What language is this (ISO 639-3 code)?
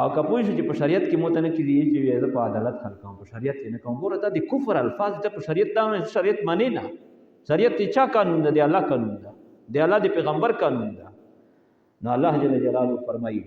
pus